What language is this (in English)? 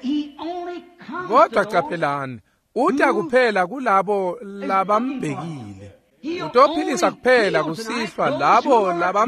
Swati